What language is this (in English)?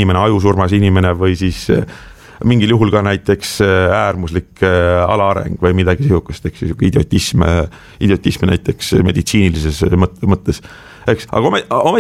Estonian